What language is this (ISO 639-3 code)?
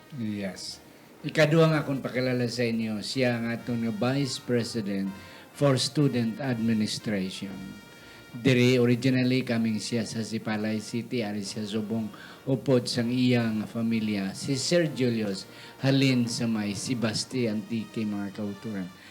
hil